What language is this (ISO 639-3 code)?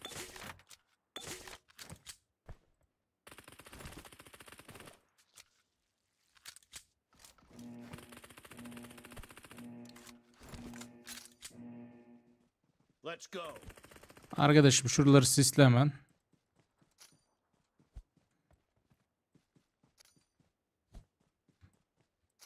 tur